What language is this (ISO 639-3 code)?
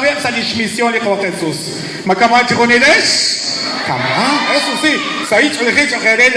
kek